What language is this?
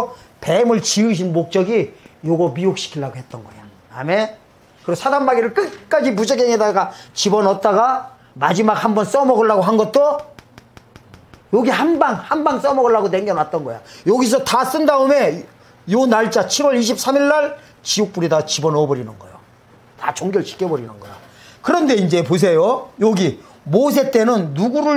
Korean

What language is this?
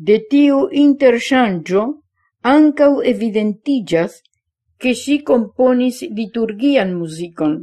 Esperanto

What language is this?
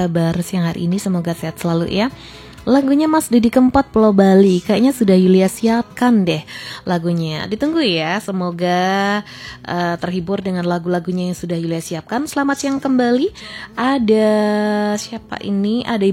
Indonesian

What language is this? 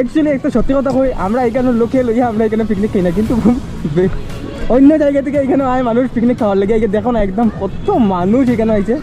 Sylheti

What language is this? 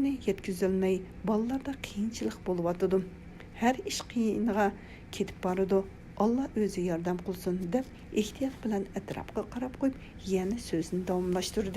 Uyghur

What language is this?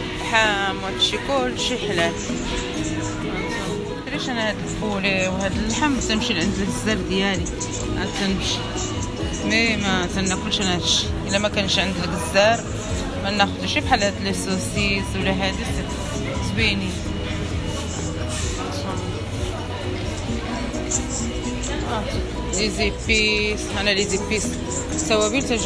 Moroccan Arabic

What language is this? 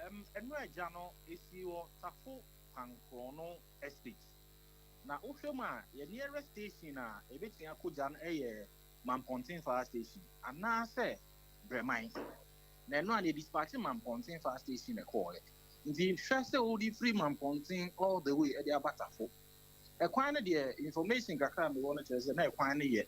Akan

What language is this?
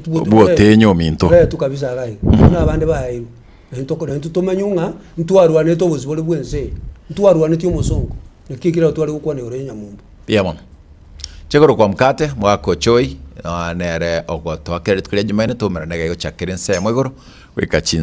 Gusii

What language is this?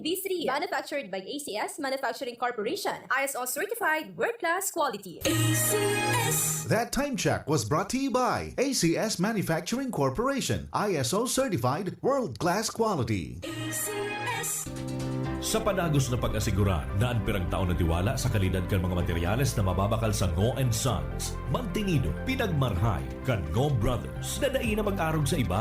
Bikol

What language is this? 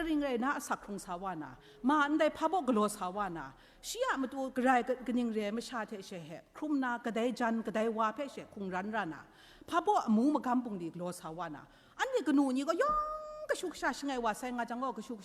Kachin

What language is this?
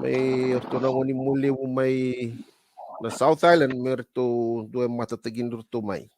Fijian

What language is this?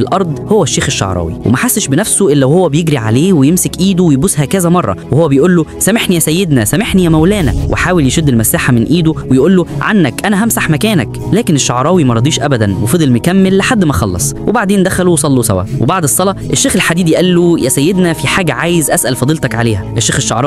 Egyptian Arabic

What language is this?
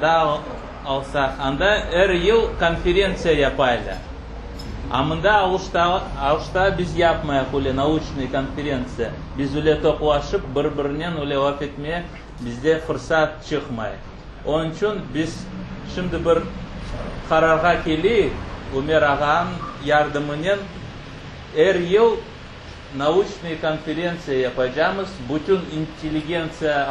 Crimean Tatar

